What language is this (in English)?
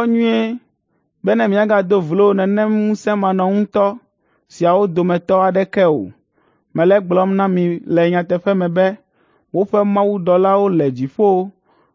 Ewe